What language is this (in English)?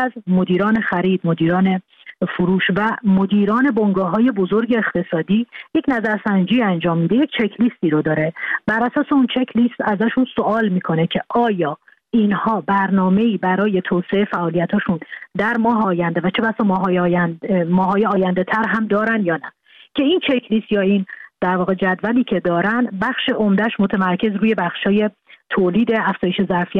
Persian